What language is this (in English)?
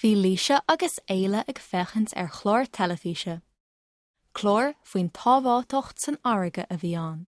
Irish